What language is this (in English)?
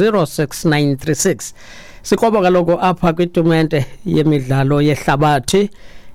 Xhosa